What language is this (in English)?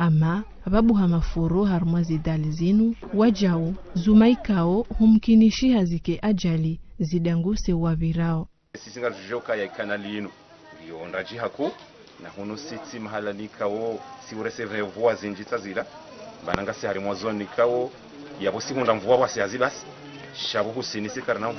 Ngazidja Comorian